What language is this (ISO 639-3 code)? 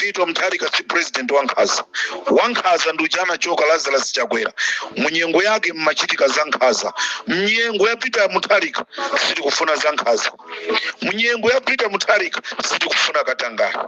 nya